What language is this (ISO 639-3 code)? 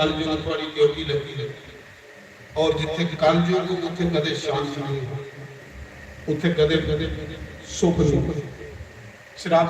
doi